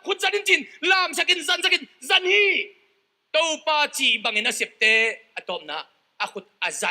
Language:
Tedim Chin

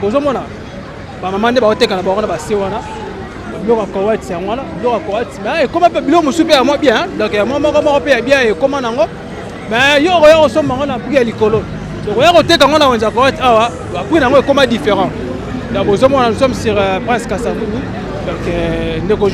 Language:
Lingala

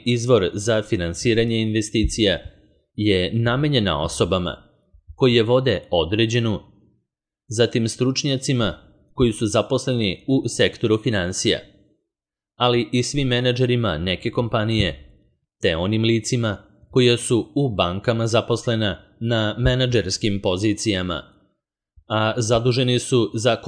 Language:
Serbian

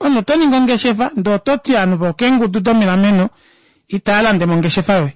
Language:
Kuanyama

